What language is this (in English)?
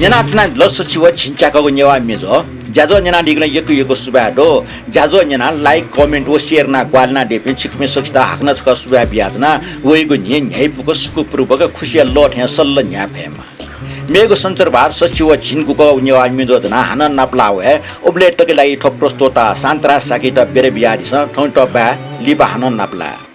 Newari